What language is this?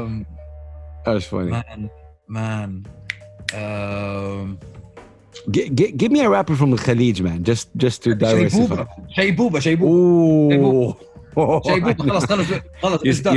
English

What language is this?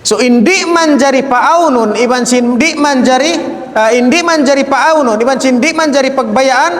Tausug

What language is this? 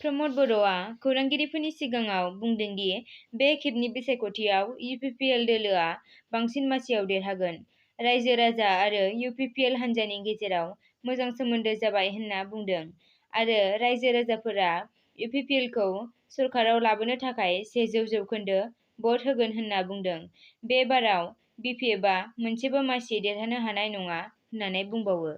Bodo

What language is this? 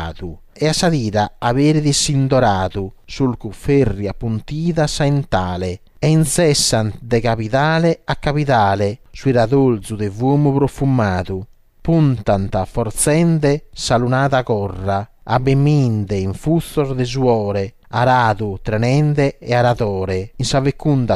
Sardinian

